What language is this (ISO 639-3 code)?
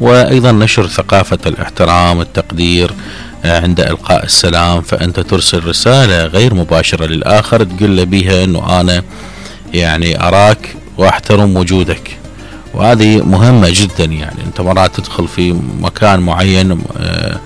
acm